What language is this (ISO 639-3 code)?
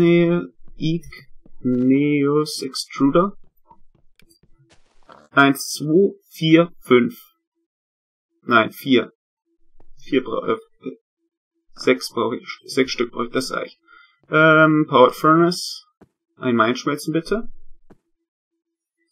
deu